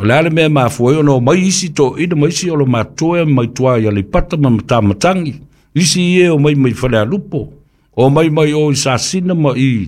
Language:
Samoan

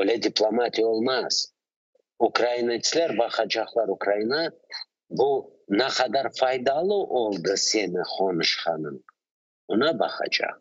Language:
Crimean Tatar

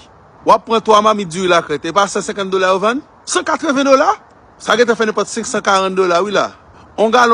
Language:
Haitian Creole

